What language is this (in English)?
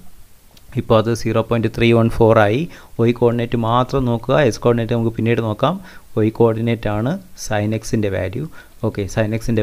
Malayalam